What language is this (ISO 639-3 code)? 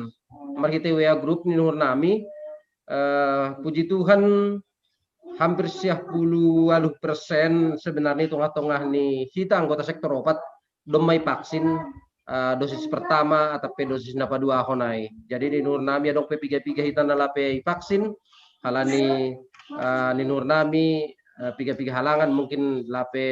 bts